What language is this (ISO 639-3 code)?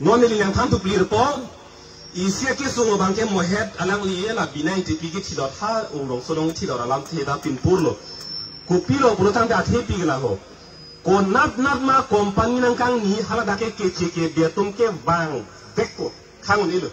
mjw